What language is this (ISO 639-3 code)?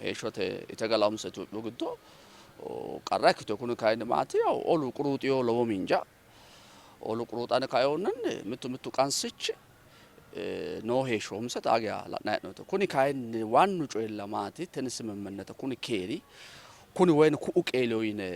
sid